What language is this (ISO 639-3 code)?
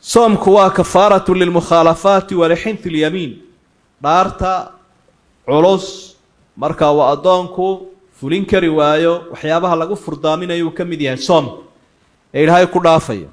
som